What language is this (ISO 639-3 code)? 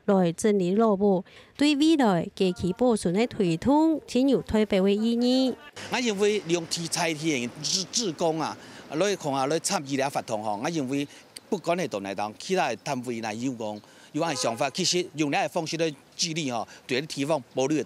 hak